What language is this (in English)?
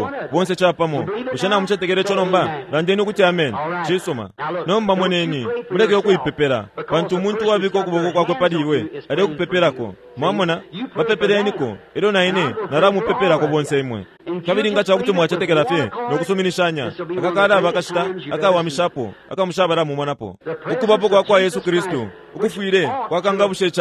Bemba